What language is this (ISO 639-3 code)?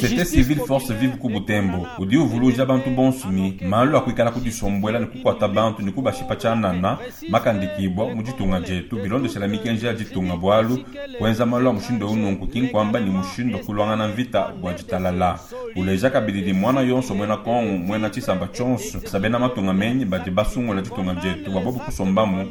lua